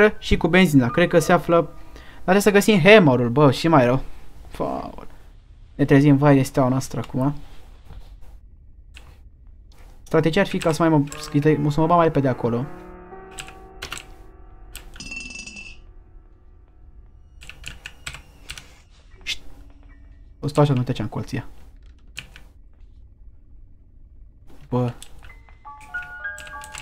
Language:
Romanian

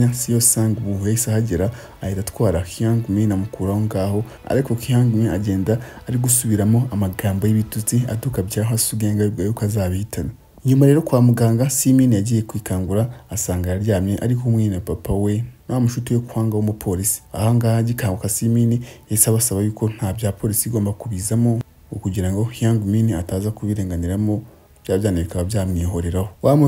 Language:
Kinyarwanda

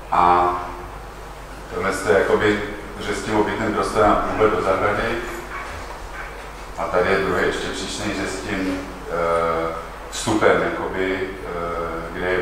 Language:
Czech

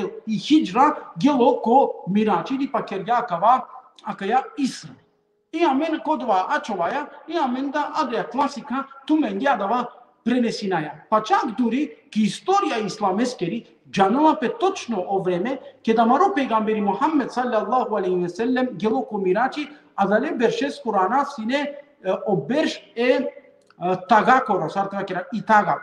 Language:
Balkan Romani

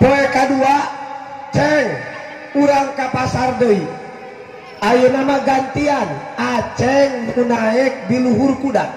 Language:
Sundanese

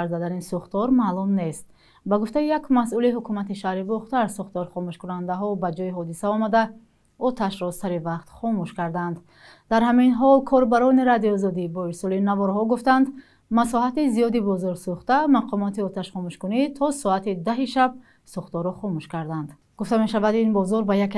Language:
Tajik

